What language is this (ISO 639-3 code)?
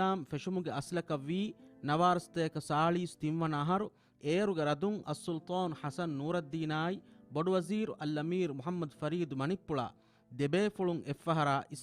div